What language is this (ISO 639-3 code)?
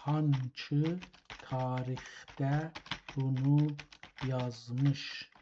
azb